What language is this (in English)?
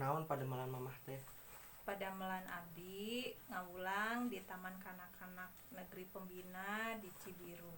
Sundanese